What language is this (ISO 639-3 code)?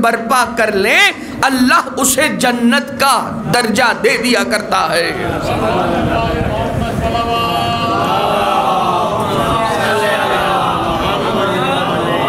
urd